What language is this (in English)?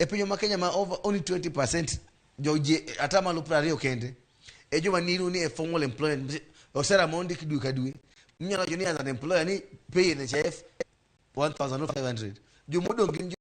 Luo (Kenya and Tanzania)